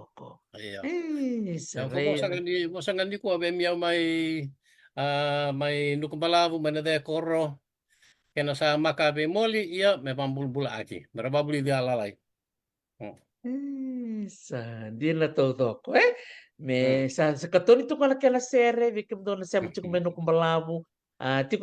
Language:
Fijian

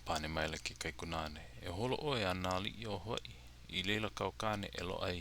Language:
Hawaiian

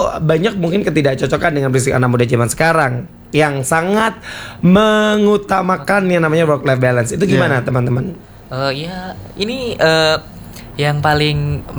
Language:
Indonesian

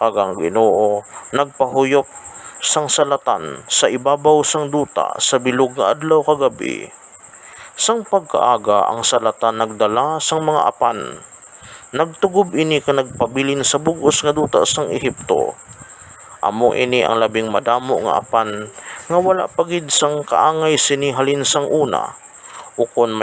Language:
Hiligaynon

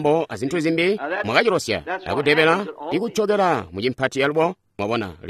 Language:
Tonga (Zambia)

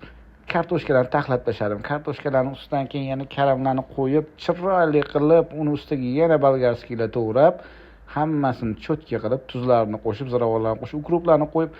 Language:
Uzbek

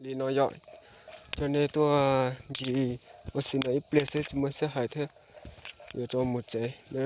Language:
Hmong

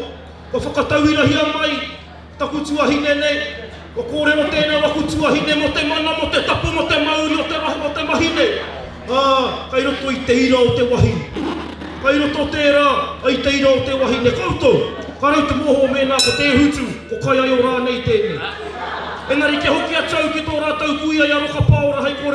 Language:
Māori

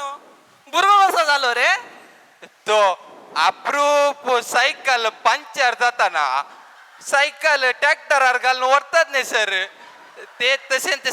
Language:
Konkani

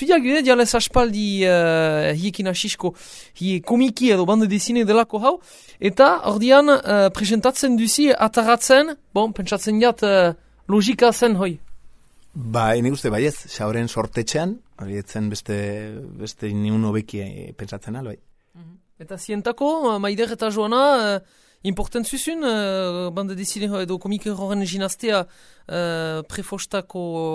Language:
Basque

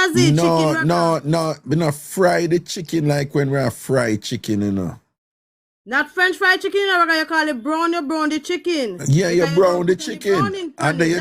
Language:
Jamaican Creole English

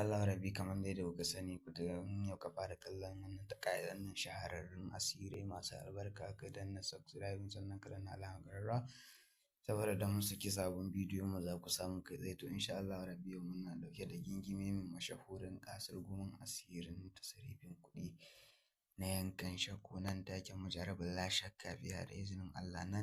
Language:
Hausa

